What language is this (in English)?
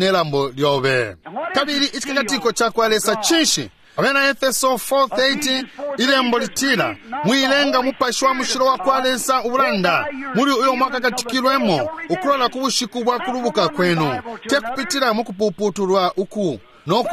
Bemba